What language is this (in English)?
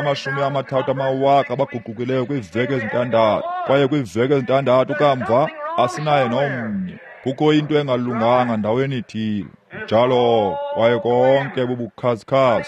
Xhosa